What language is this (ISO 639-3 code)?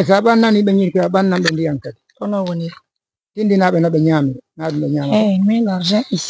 ful